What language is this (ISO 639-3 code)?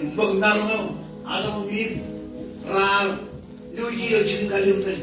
mah